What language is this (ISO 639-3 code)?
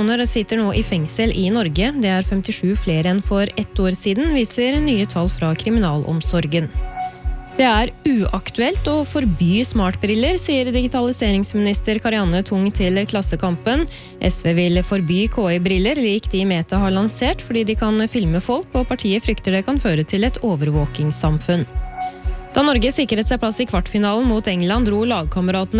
nor